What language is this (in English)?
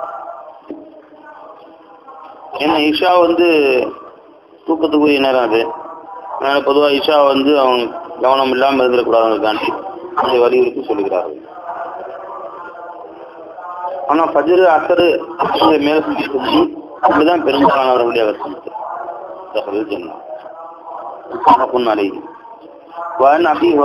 Tamil